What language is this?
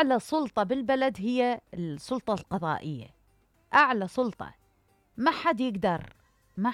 Mesopotamian Arabic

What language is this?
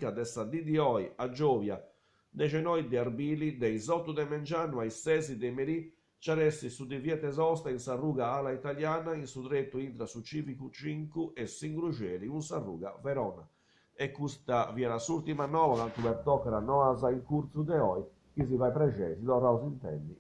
Sardinian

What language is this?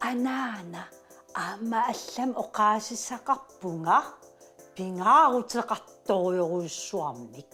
Kalaallisut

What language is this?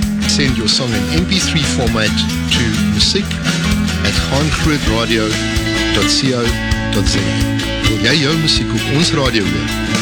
Afrikaans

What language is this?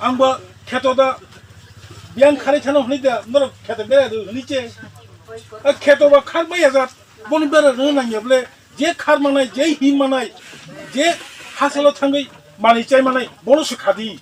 Kok Borok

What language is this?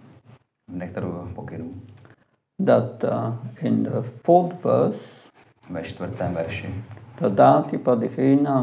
Czech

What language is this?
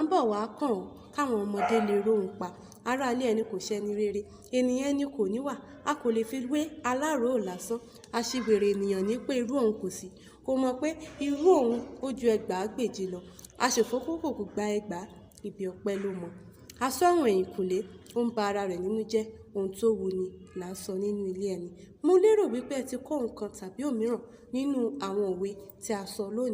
Yoruba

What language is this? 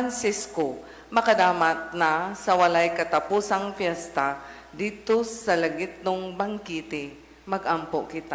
Cebuano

